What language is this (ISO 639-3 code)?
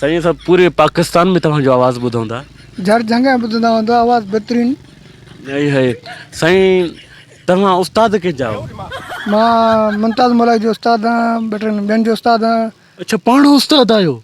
snd